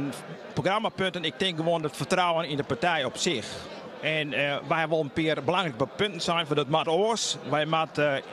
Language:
Western Frisian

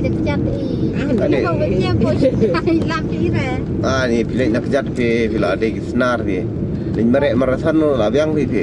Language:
Khasi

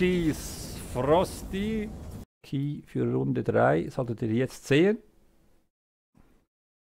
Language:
German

